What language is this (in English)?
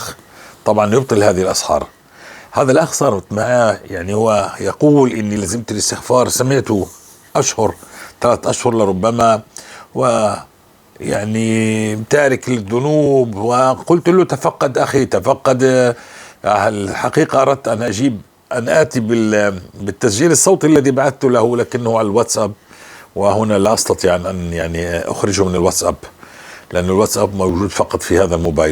North Levantine Arabic